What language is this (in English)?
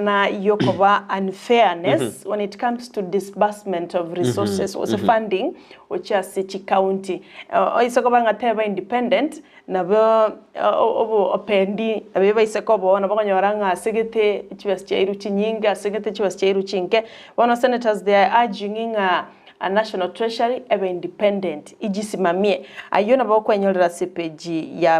Gusii